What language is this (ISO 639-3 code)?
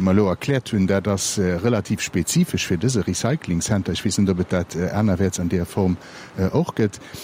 ltz